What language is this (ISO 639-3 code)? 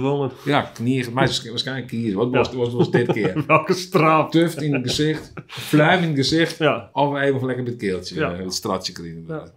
fry